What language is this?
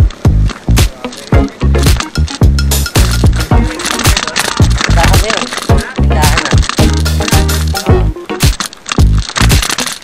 Filipino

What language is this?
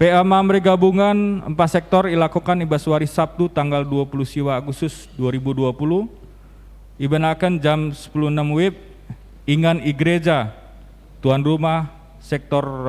Batak Karo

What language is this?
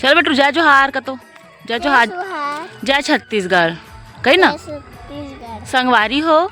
Chhattisgarhi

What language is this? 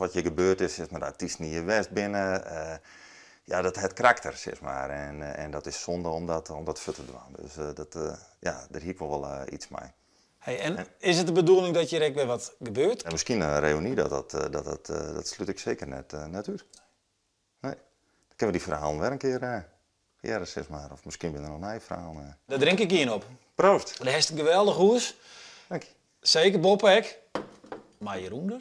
Western Frisian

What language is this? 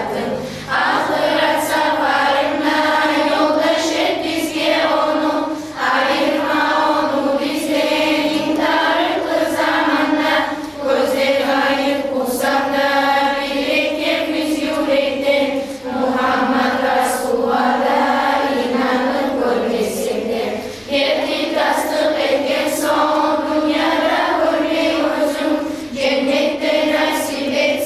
Kumyk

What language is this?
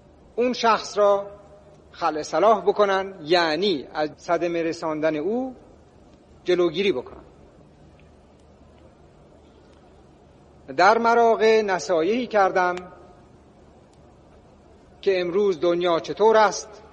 Persian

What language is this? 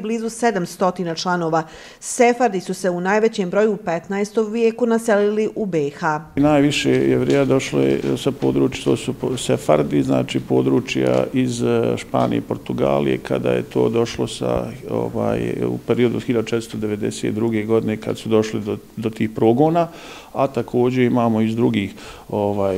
Bosnian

